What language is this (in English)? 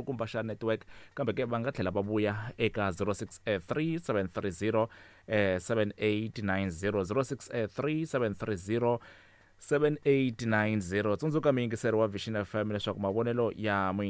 Tsonga